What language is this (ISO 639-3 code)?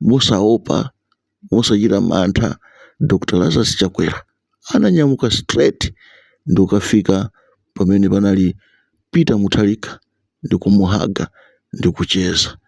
nya